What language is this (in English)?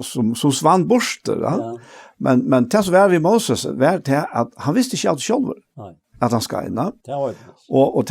Faroese